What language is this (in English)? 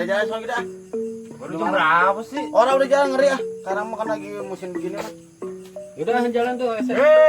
Betawi